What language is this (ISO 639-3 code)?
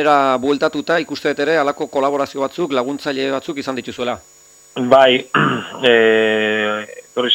eus